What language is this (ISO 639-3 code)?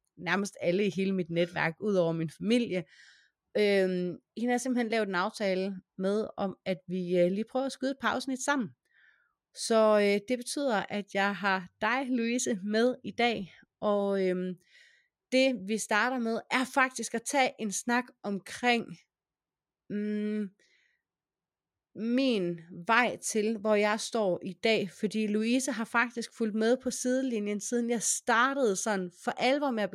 dan